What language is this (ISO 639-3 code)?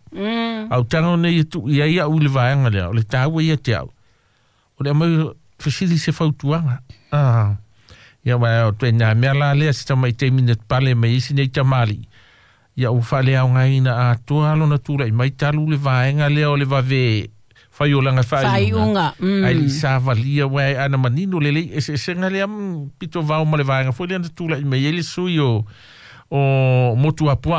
smo